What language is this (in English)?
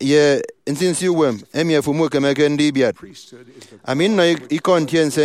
Efik